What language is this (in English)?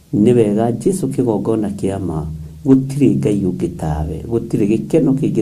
Kikuyu